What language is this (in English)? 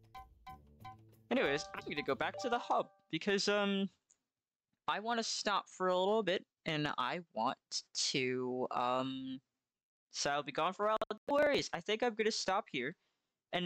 English